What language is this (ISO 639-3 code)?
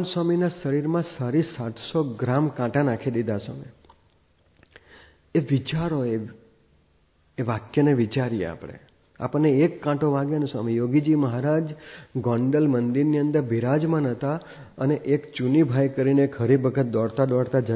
guj